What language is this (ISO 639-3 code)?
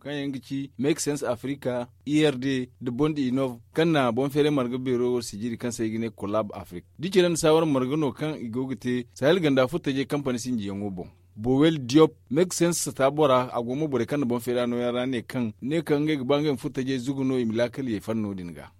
dje